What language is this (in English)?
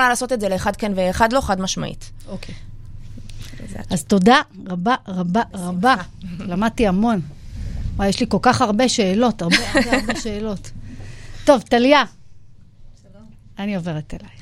Hebrew